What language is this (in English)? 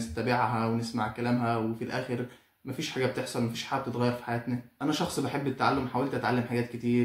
Egyptian Arabic